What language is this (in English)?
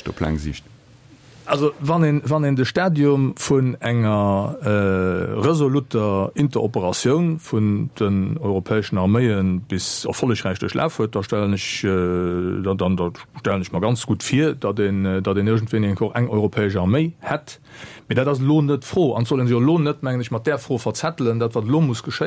Luxembourgish